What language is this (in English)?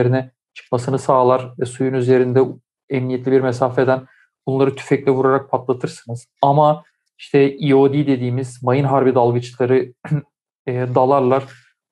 Turkish